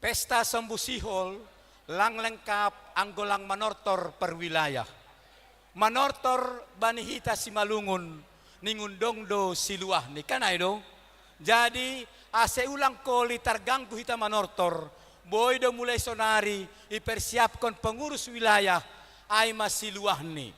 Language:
Batak Simalungun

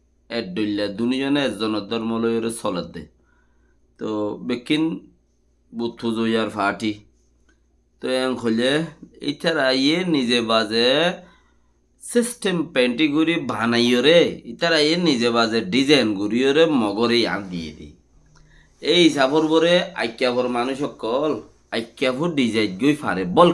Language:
Rohingya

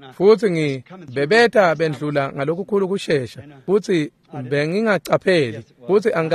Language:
Swati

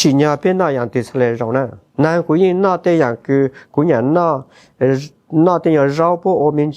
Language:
Hmong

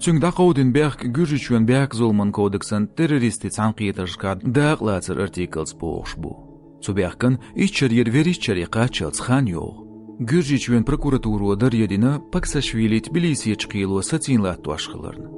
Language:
Chechen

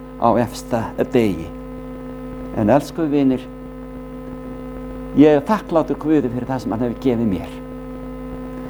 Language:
Icelandic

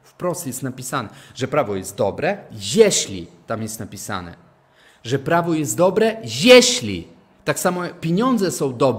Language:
Polish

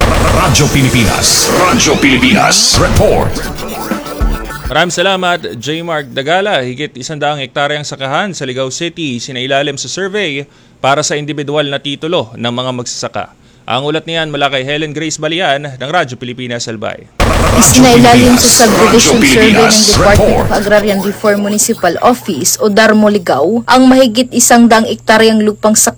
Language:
Filipino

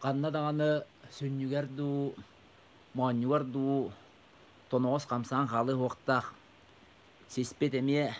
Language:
Yakut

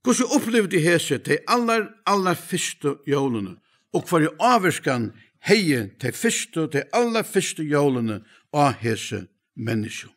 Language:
Faroese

